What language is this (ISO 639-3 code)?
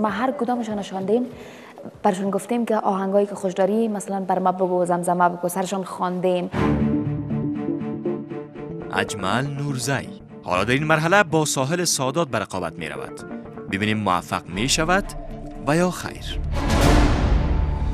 fas